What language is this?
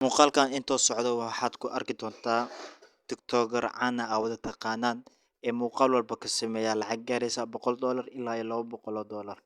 Somali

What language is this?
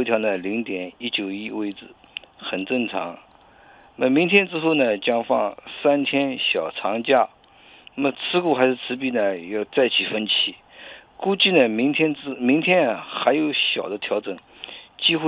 Chinese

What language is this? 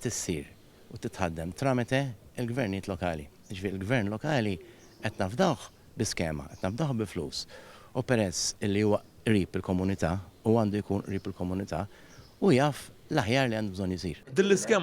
Maltese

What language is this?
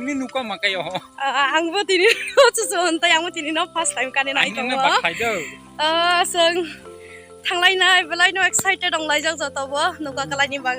Kok Borok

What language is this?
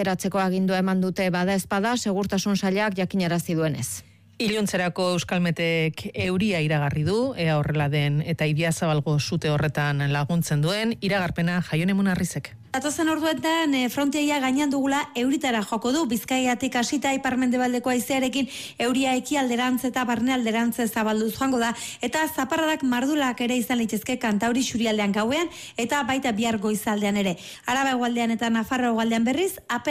Basque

